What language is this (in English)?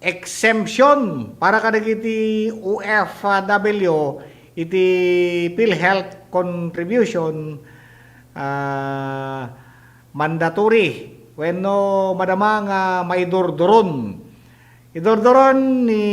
Iloko